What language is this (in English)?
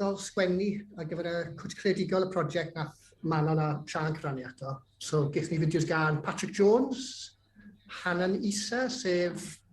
Welsh